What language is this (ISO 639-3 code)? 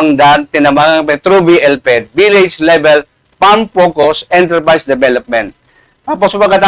bik